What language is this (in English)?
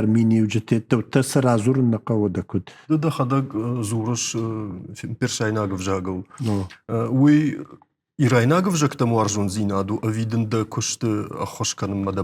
Ossetic